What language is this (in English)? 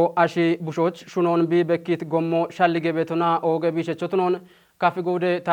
Kafa